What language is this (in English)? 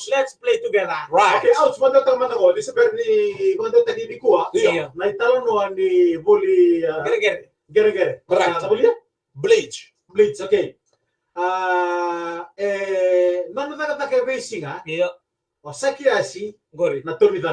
Fijian